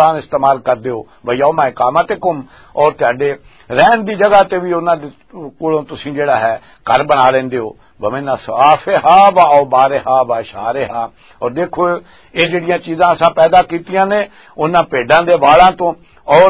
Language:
Western Panjabi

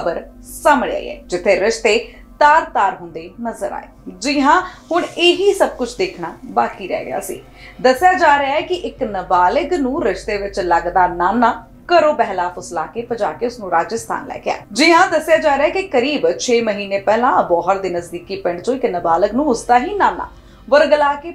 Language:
Punjabi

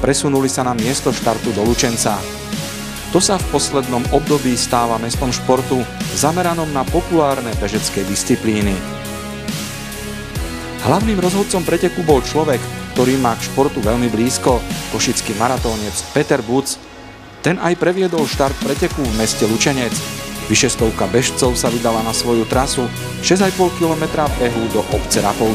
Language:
Slovak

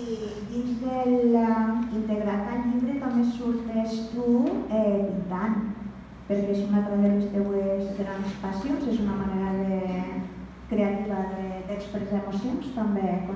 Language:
Catalan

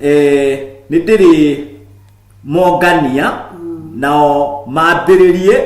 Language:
Kikuyu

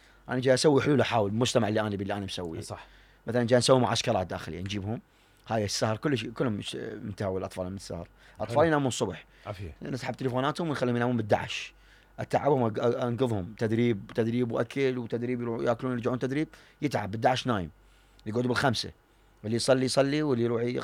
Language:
Mesopotamian Arabic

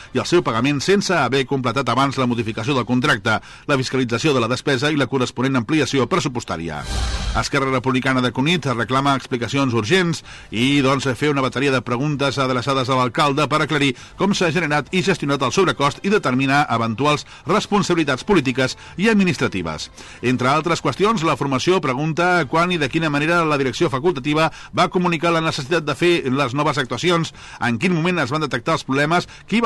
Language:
Catalan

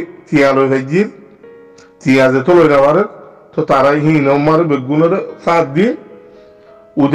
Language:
Rohingya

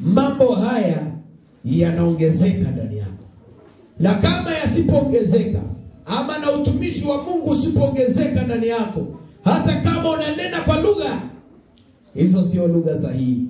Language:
Swahili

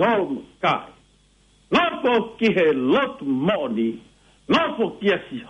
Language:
Tongan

